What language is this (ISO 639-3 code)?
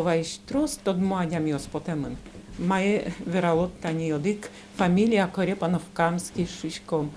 udm